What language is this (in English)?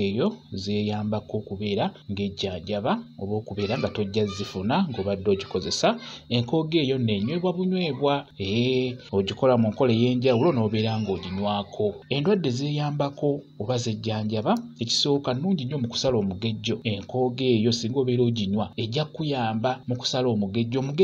Ganda